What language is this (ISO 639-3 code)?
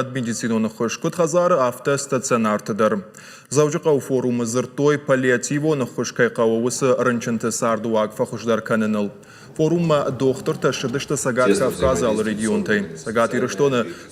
oss